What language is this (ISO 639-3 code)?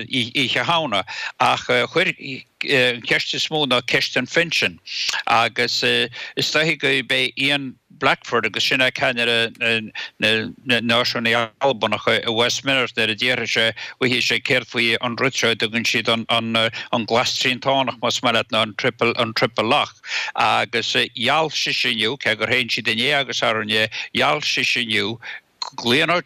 gle